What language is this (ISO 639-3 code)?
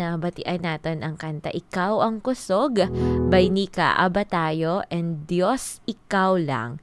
hil